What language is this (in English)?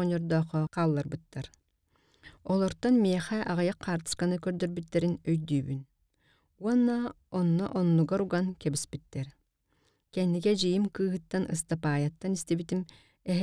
Yakut